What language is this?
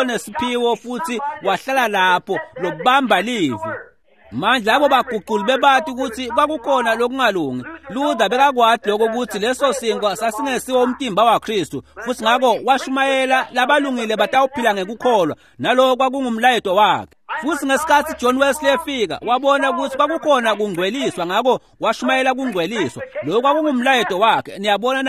Swati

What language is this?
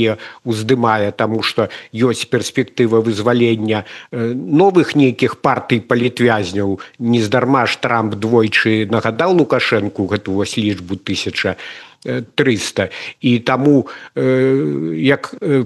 Belarusian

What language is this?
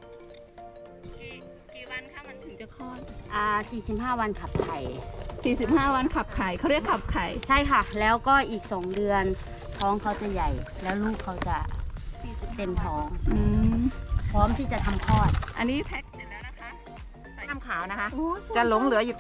Thai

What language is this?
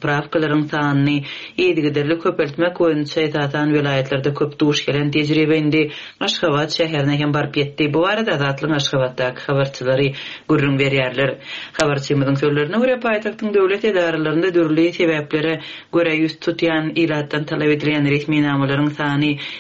Turkmen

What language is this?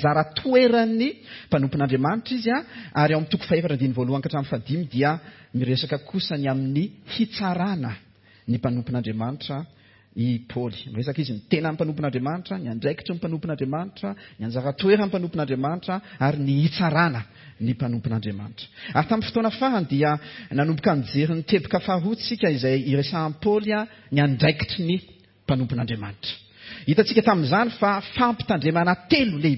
Malagasy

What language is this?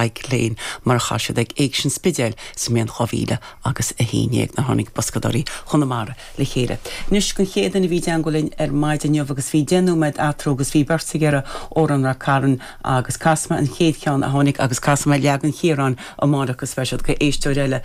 Irish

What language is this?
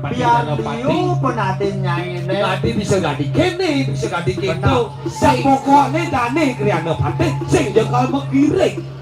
Balinese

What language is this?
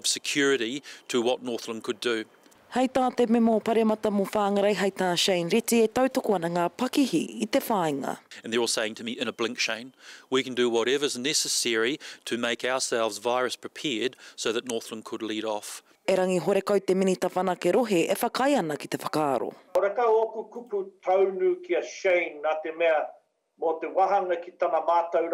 Māori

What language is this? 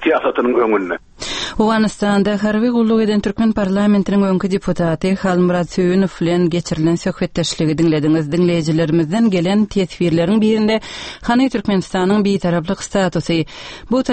Turkmen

